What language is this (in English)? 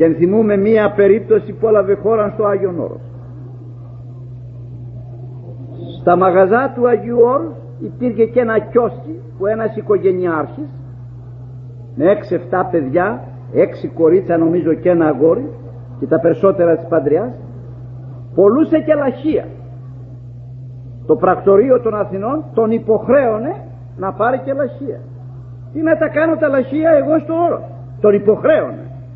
Greek